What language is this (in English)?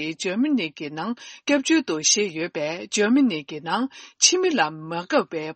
Tibetan